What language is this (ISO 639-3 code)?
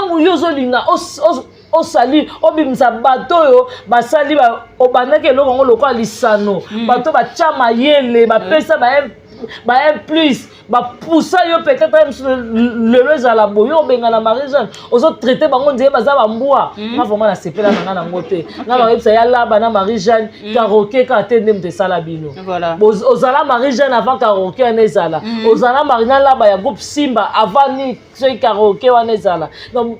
lin